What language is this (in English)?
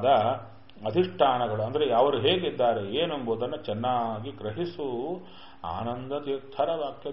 Kannada